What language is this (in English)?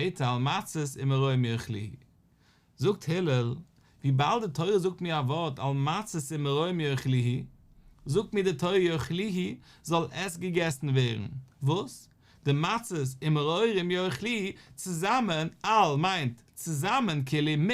Yiddish